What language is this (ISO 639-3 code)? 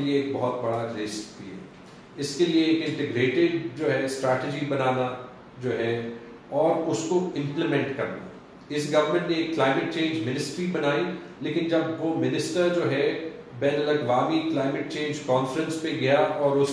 urd